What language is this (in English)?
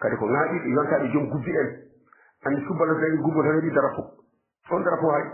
Fula